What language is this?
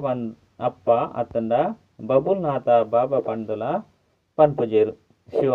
Tulu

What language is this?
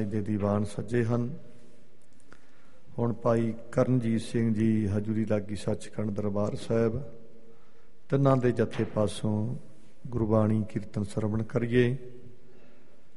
Punjabi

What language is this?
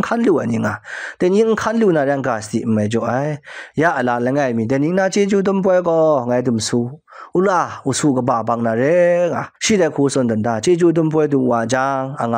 Kachin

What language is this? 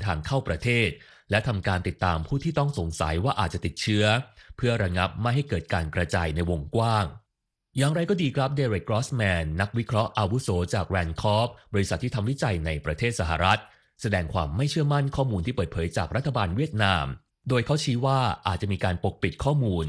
Thai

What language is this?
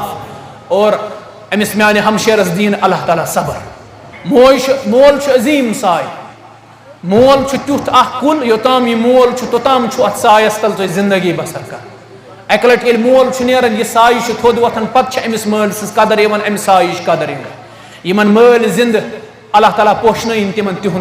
Kashmiri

